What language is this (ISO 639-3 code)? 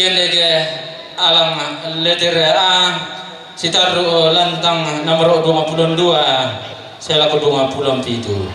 sda